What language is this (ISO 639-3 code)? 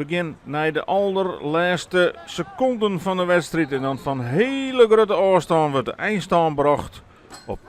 fry